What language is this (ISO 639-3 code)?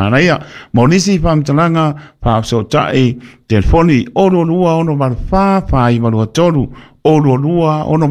smo